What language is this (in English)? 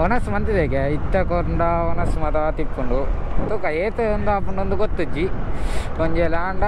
Tulu